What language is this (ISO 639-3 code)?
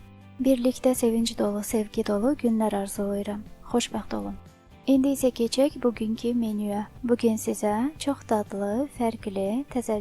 aze